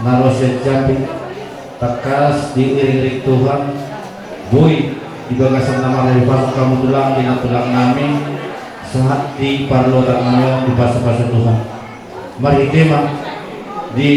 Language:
Batak Toba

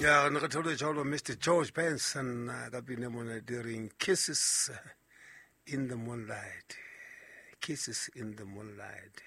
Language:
Southern Sotho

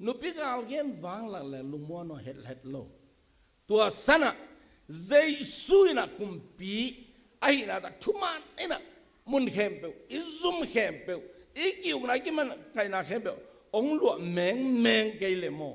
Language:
Tedim Chin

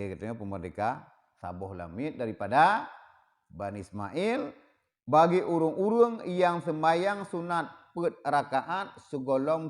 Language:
Achinese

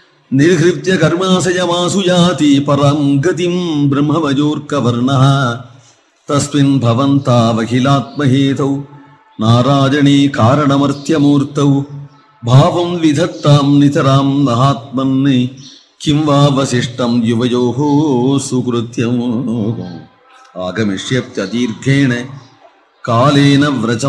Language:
Sanskrit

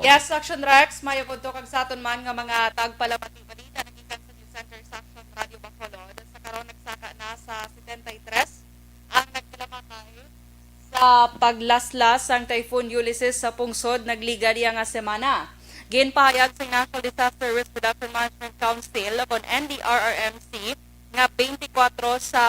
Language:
Hiligaynon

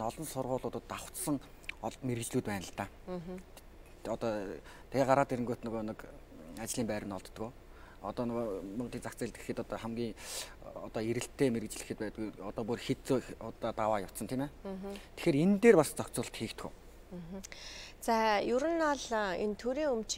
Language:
Mongolian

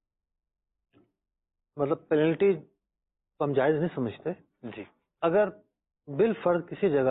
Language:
Urdu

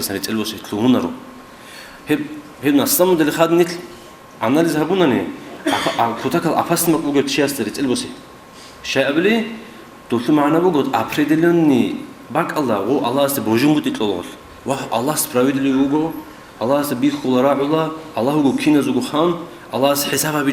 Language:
Avaric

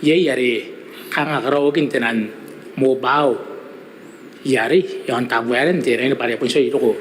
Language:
Gilbertese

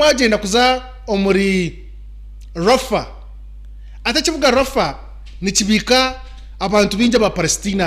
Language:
Nyankole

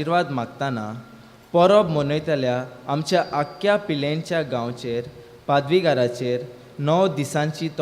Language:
Konkani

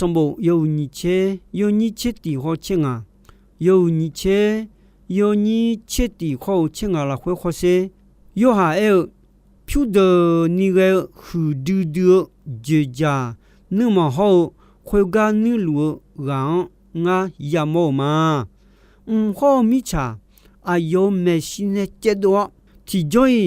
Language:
Akha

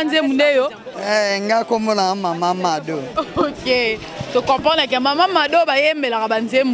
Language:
Lingala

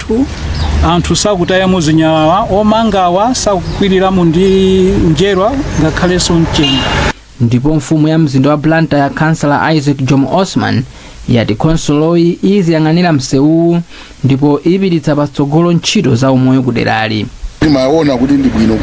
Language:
Nyanja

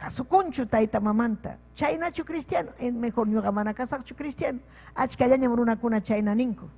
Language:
Ayacucho Quechua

